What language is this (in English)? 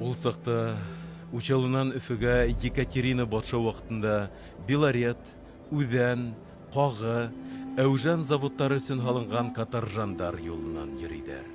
Bashkir